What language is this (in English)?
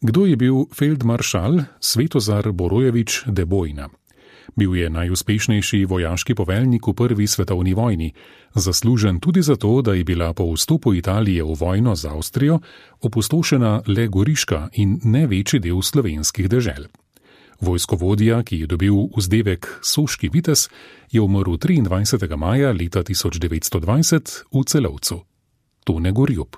Slovenian